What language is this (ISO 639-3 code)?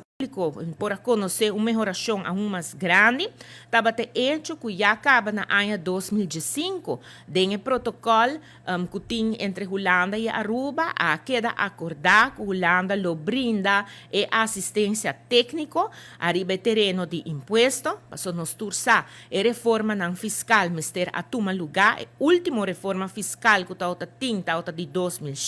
pap